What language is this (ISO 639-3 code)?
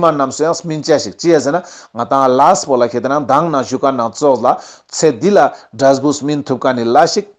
lbj